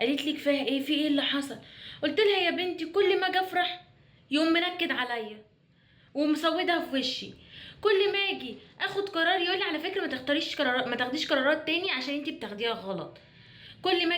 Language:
Egyptian Arabic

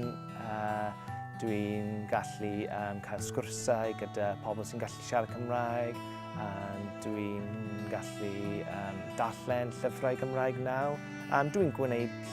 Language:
Welsh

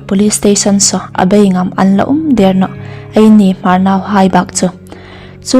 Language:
Hmar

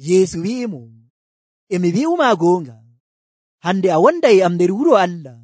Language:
Nigerian Fulfulde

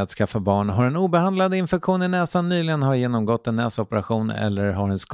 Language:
Swedish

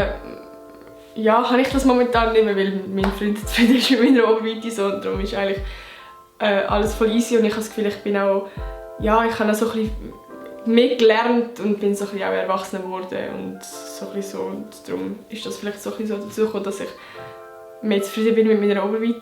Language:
Swiss German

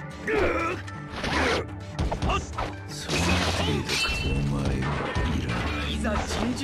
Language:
Japanese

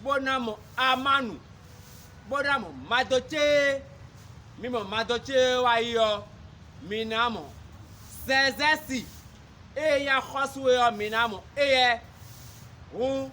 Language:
Fon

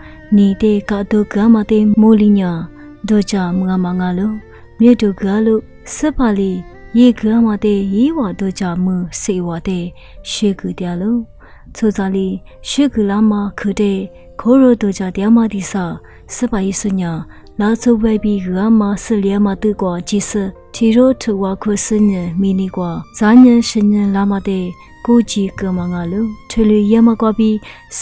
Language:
Lisu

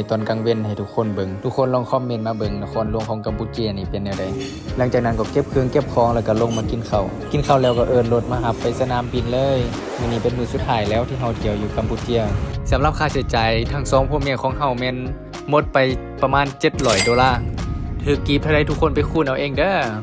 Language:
Lao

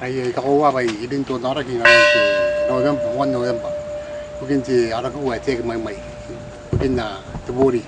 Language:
Gilbertese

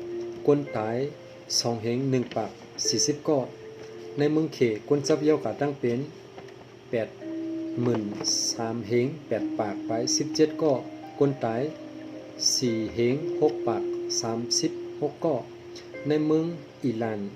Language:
Shan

